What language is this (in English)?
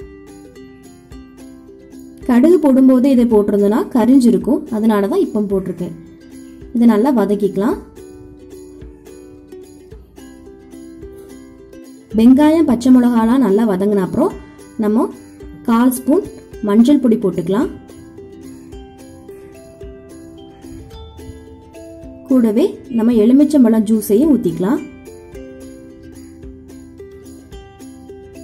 Tamil